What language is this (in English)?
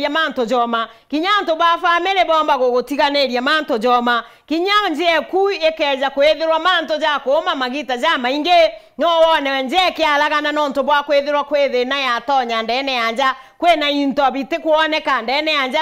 Meru